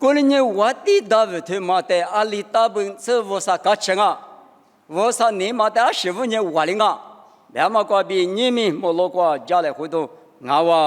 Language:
Lisu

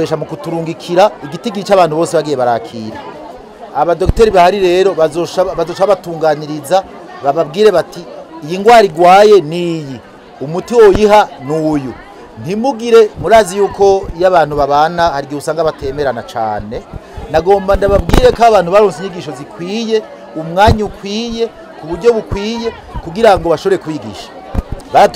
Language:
Rundi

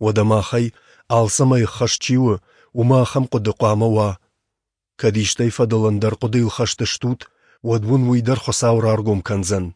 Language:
Ossetic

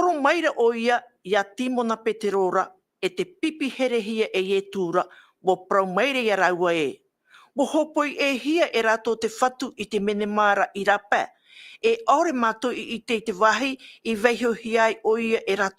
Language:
Tahitian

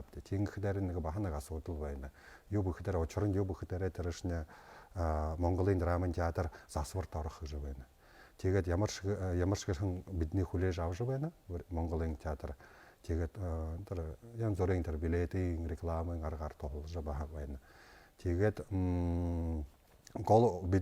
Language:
Buriat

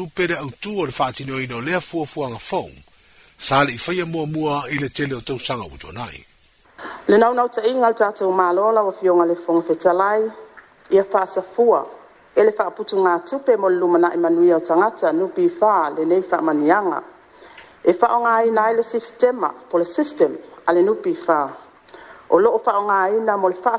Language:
Samoan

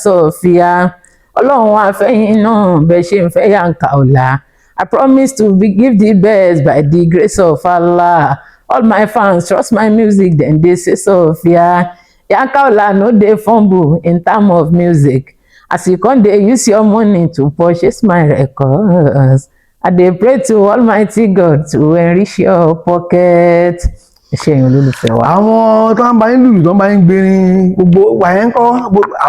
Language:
Yoruba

